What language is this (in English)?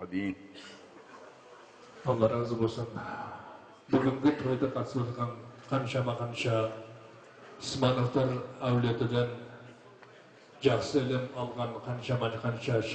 Kazakh